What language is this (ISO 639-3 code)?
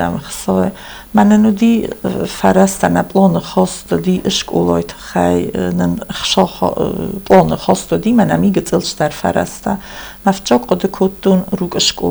oss